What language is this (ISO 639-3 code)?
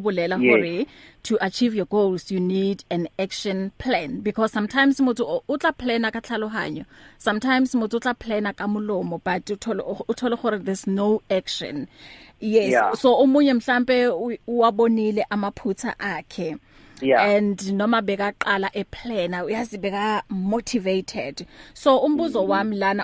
eng